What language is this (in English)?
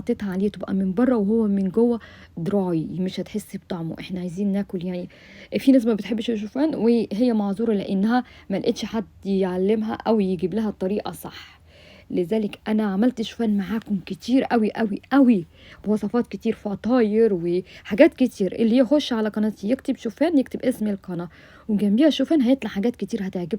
Egyptian Arabic